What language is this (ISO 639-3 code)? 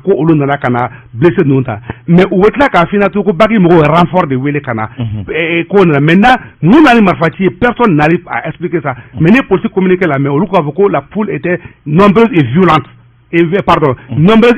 bam